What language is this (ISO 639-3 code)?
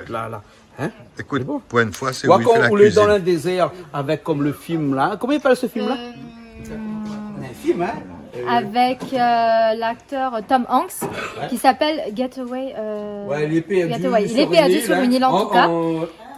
rcf